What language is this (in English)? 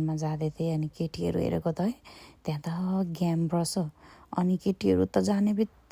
Nepali